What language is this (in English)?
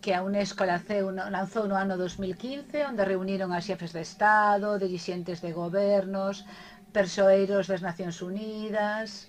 Galician